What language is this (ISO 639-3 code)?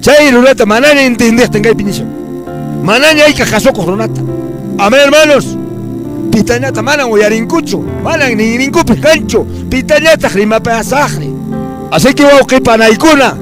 que